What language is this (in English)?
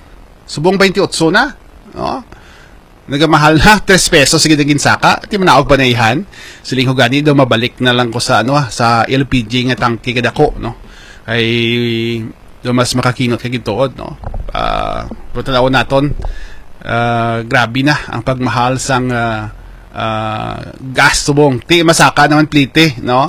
Hiligaynon